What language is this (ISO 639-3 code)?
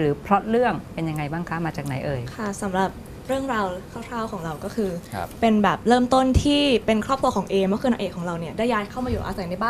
tha